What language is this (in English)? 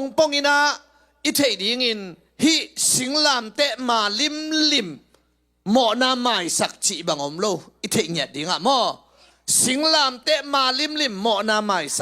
Tedim Chin